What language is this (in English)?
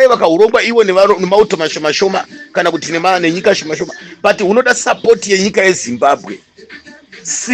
Shona